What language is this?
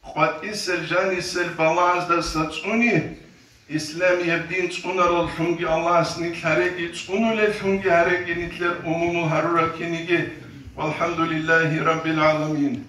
Avaric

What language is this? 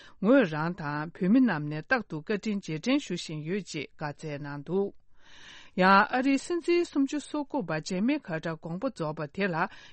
Tibetan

